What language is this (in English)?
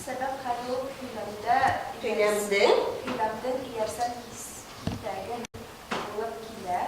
Bashkir